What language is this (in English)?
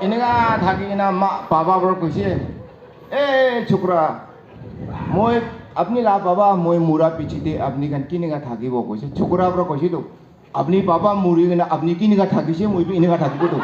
Naga Pidgin